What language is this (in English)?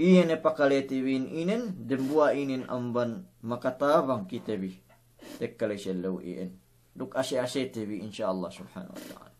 Yakan